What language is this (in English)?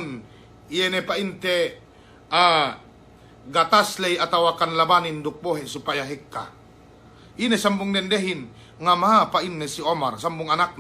Yakan